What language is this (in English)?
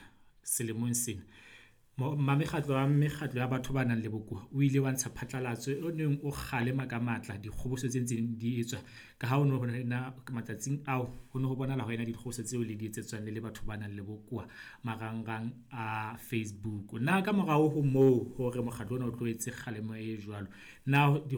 Southern Sotho